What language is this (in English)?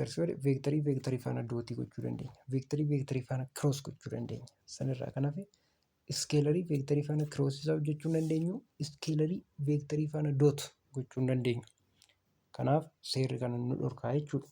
Oromo